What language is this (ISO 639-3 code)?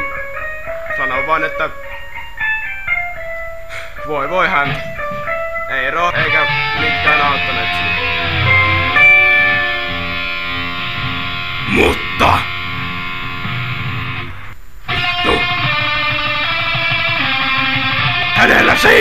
fin